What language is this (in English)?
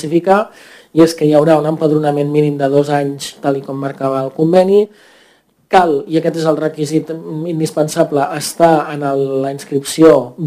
Catalan